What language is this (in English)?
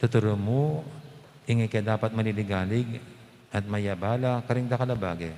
Pampanga